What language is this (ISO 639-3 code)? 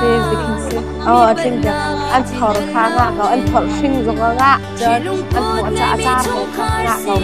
cnh